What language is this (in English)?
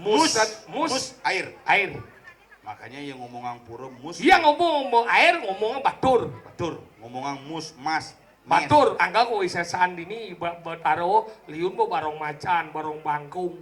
Balinese